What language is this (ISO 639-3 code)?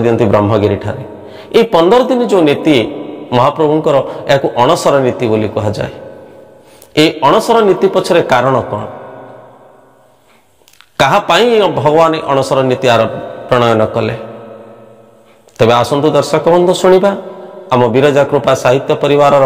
ori